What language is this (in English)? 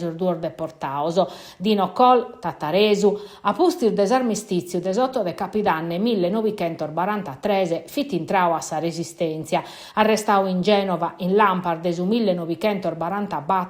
Sardinian